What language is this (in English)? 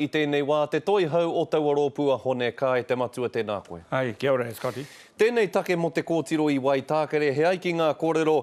Māori